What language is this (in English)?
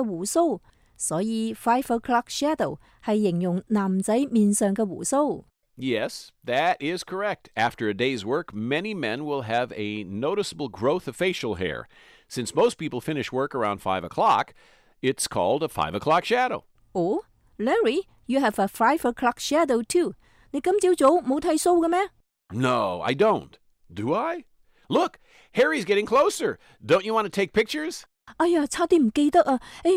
Cantonese